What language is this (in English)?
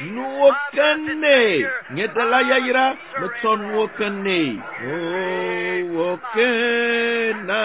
Ewe